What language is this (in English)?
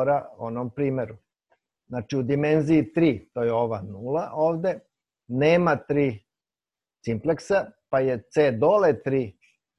Serbian